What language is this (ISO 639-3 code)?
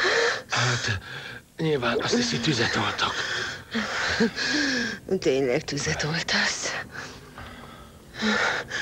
hun